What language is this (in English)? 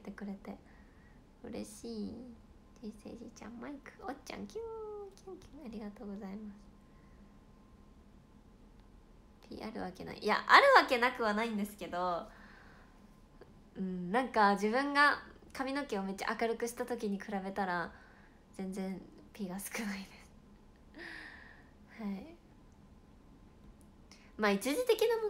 Japanese